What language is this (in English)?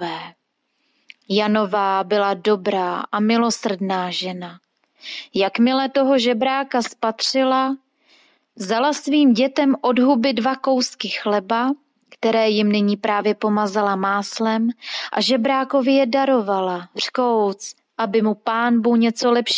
Czech